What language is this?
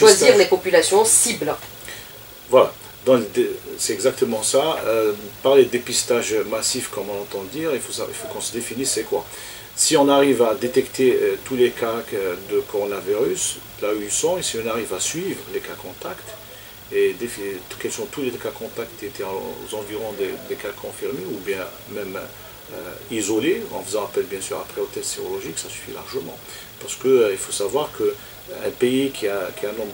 French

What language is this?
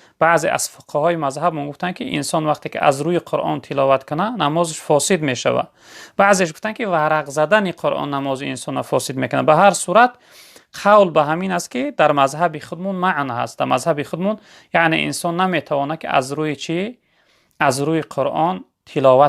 Tajik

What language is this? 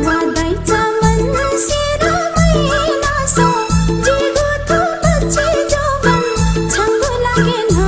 Newari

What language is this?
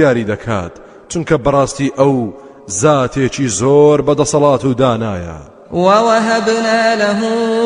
Central Kurdish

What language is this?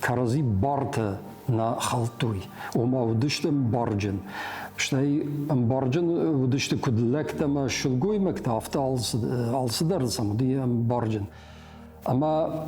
Ossetic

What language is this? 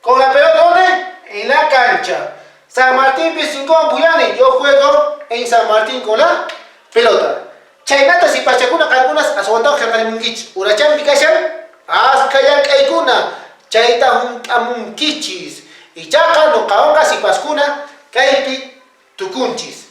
Quechua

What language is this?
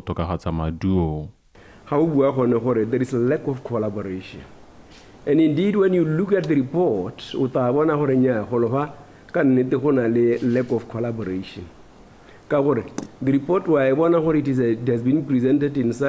Tswana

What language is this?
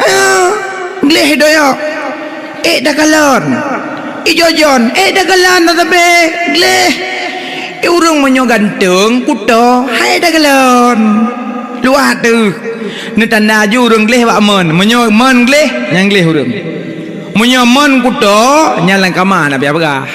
Achinese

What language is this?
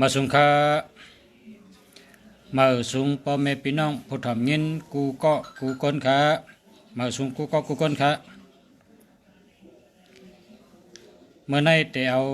Shan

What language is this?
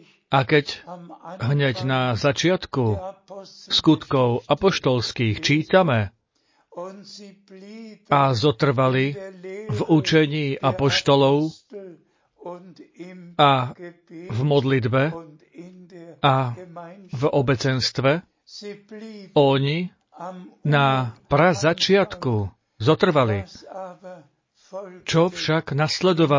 Slovak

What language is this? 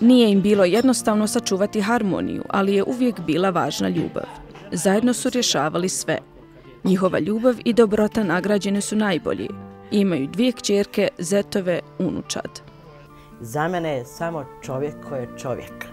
Bosnian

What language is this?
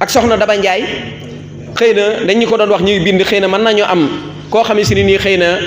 Wolof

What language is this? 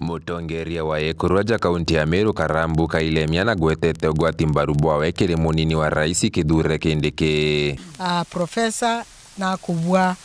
Meru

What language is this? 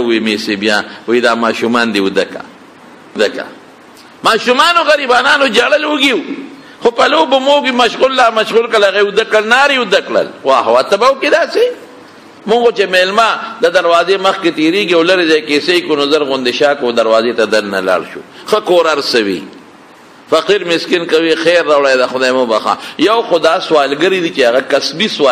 Pashto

